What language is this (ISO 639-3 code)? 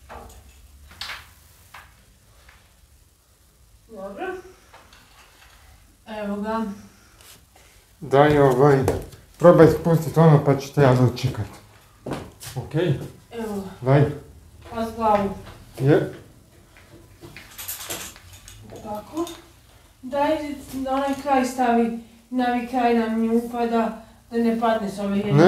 hrv